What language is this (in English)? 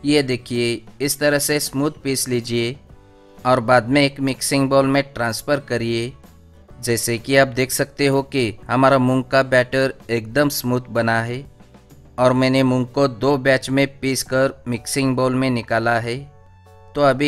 Hindi